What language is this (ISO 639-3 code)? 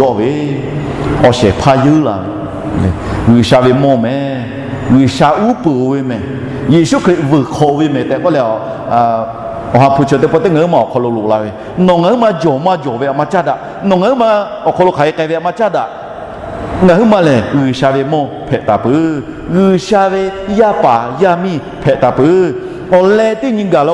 lhu